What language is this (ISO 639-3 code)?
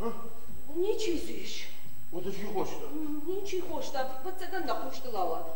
oss